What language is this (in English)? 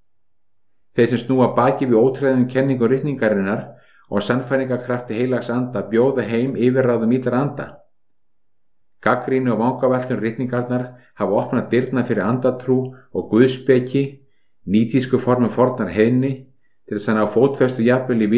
Icelandic